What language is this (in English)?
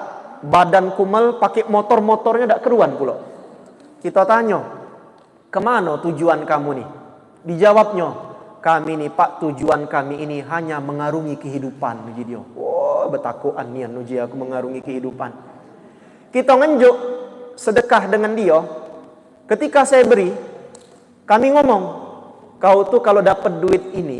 Musi